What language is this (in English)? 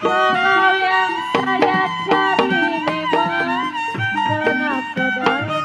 Betawi